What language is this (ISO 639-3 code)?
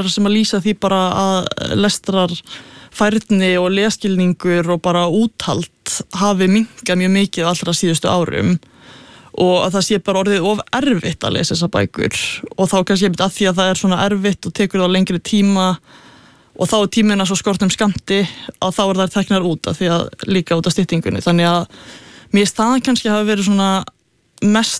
isl